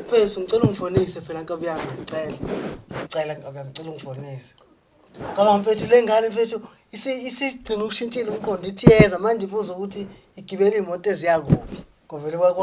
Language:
Zulu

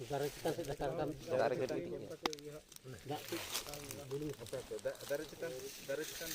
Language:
Santali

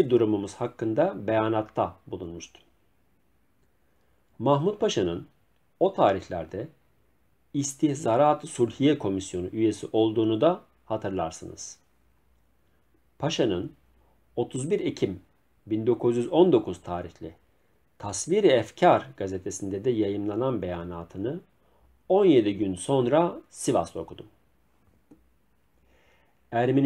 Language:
Turkish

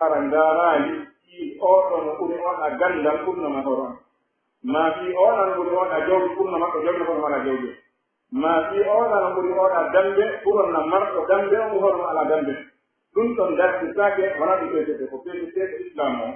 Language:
Pular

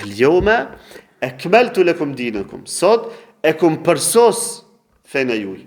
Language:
Albanian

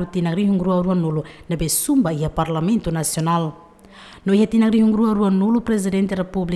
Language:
Tetum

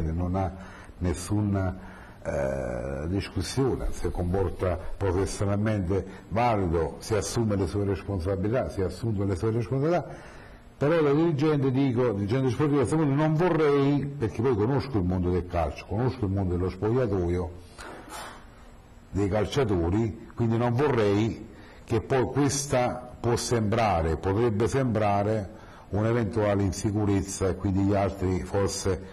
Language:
Italian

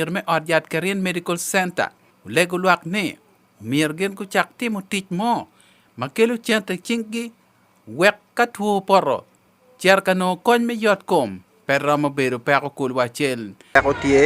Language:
Acoli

